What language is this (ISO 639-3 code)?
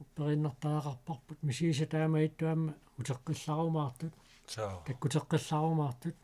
kal